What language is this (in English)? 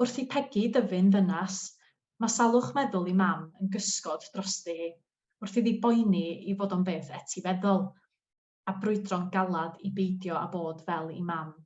Welsh